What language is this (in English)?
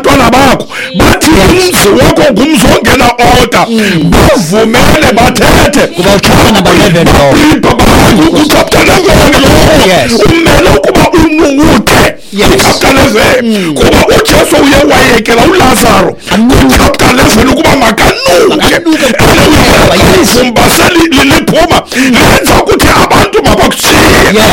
Xhosa